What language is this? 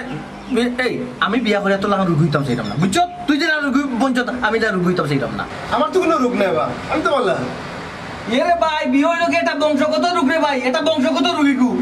Sylheti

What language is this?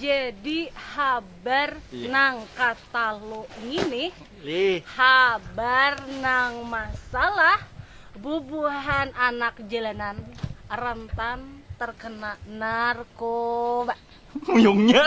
Banjar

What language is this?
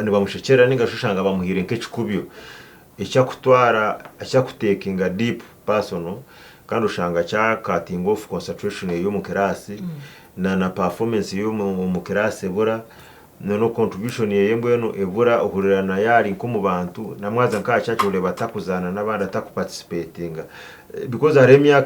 Nyankole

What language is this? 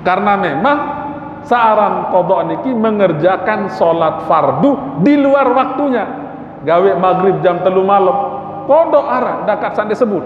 Sasak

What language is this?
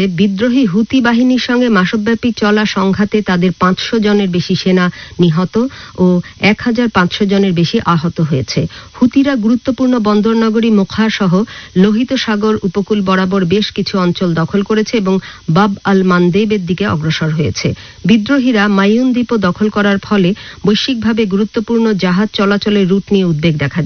Bangla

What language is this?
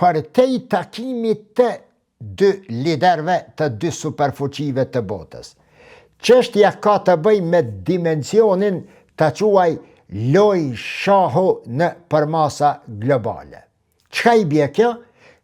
Albanian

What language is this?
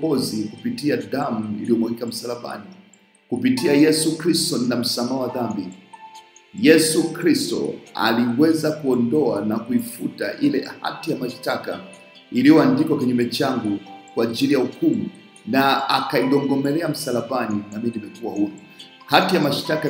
Swahili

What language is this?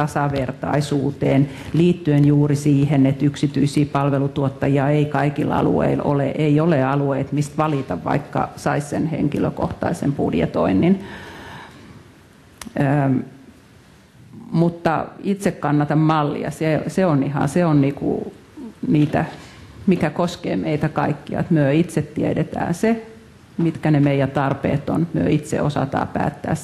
Finnish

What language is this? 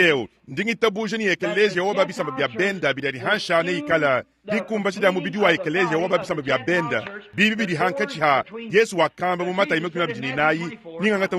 Luba-Lulua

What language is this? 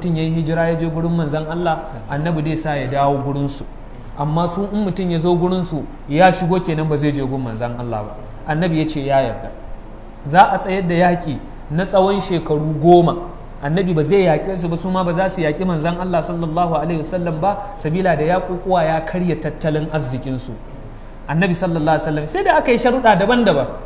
Hausa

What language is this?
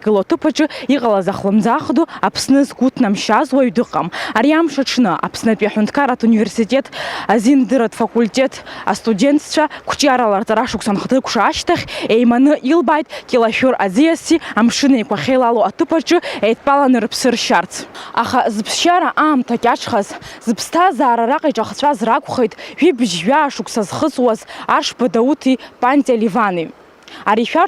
Abkhazian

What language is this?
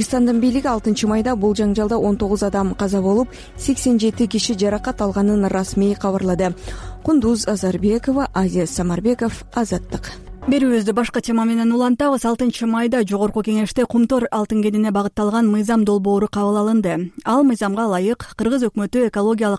Kyrgyz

